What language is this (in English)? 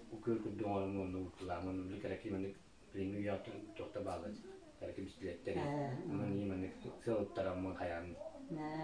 Yakut